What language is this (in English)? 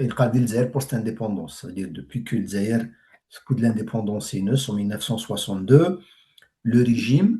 Kabyle